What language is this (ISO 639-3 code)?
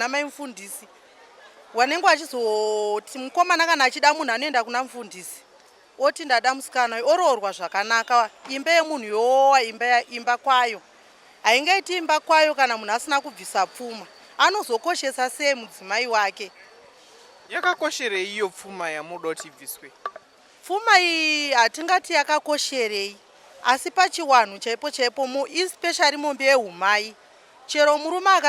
sna